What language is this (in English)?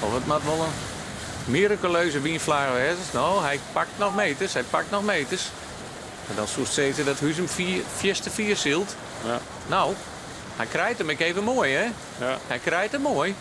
Western Frisian